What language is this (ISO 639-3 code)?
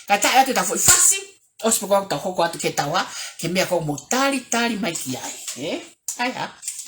ton